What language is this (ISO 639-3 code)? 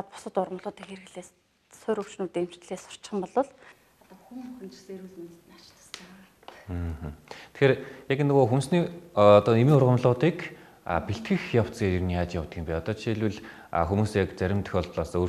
mon